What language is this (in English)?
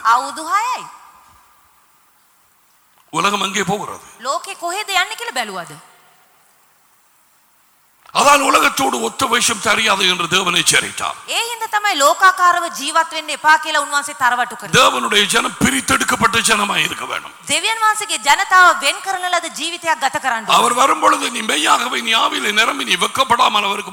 Tamil